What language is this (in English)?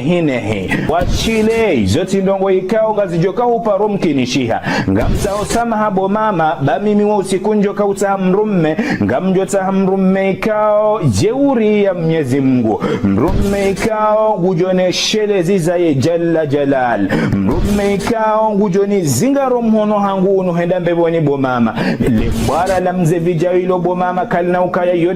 Ngazidja Comorian